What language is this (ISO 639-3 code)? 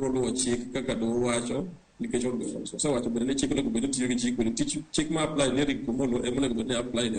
luo